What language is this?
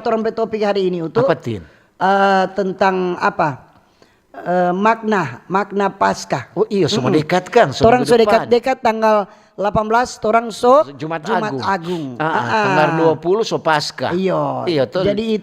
Manado Malay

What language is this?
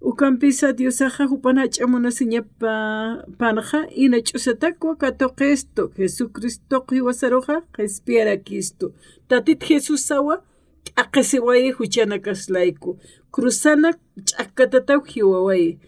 Aymara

